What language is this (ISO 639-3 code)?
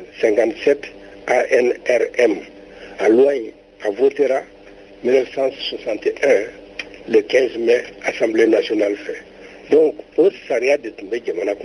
bam